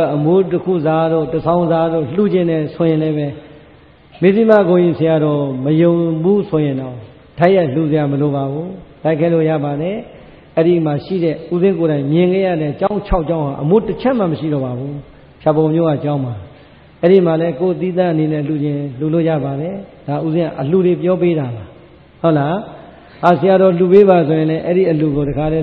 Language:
Burmese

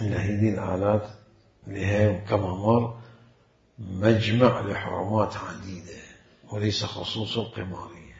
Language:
Mesopotamian Arabic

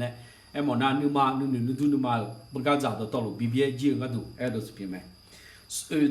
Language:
Akha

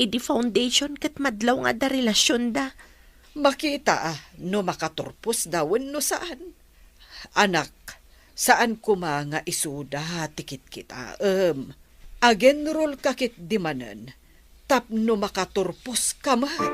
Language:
Iloko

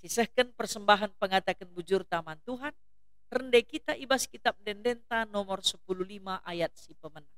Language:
Batak Karo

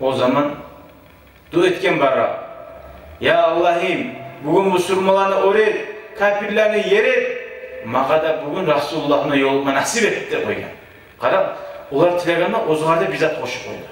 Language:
Kumyk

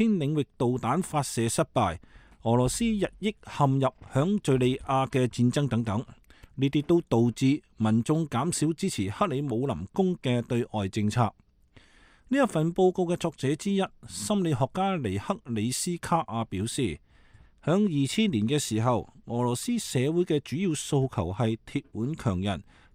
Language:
Cantonese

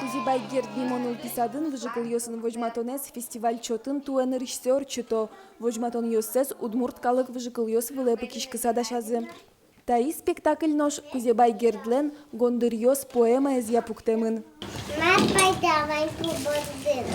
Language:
Udmurt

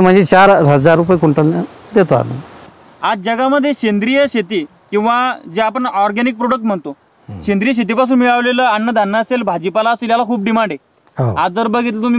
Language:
Marathi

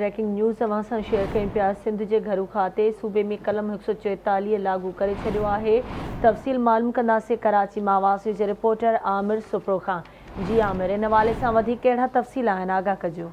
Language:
Sindhi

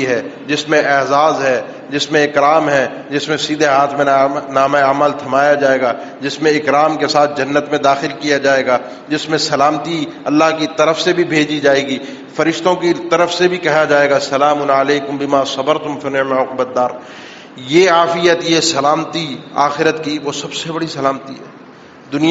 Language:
Urdu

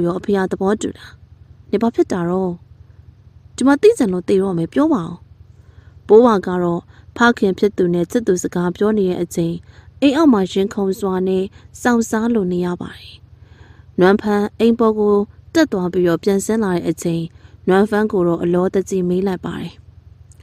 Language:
Burmese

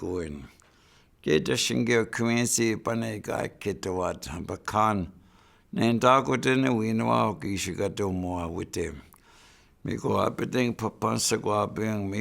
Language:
Chippewa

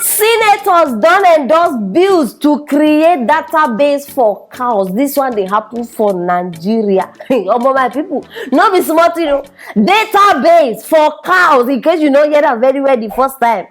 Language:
Nigerian Pidgin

